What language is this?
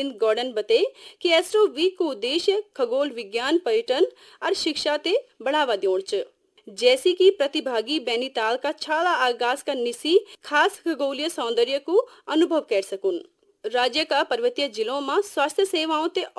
Garhwali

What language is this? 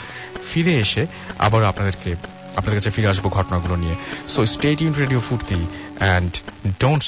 Bangla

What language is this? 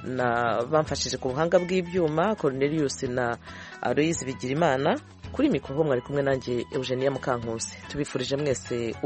Kinyarwanda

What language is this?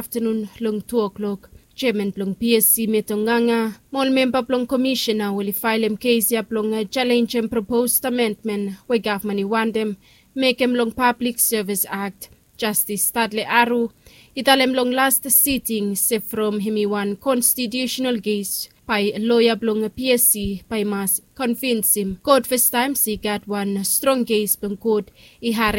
Bislama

